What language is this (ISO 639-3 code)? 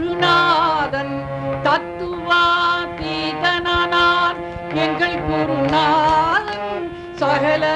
tam